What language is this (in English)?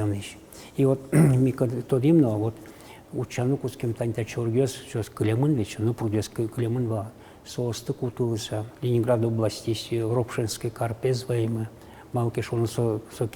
Udmurt